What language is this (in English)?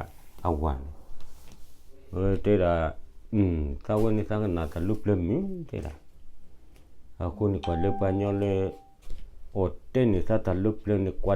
S'gaw Karen